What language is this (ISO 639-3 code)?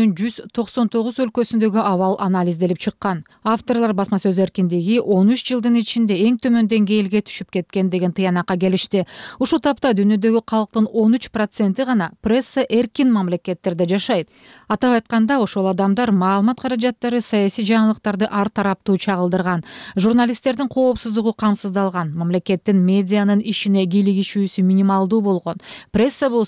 kir